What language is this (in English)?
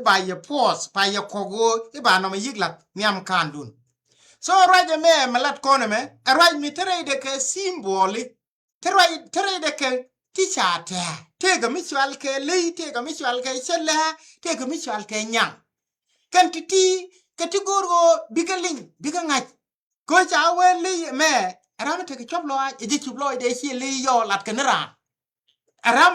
Nuer